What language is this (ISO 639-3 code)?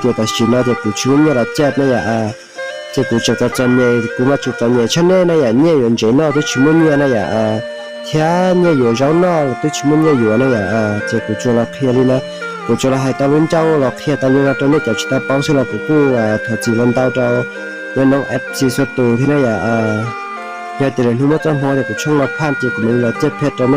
hmn